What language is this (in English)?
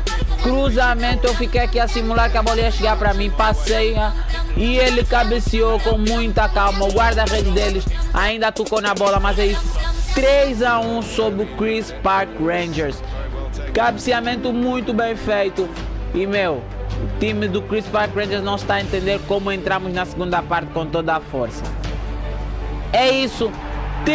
Portuguese